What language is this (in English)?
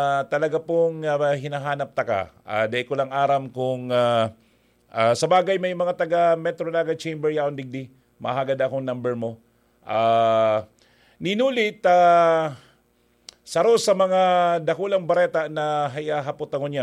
Bikol